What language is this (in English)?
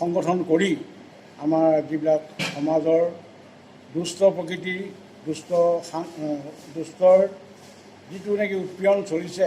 Assamese